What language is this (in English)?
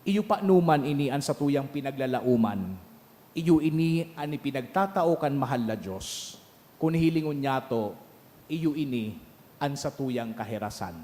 Bikol